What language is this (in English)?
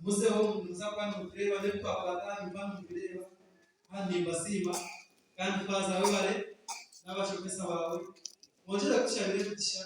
Nyankole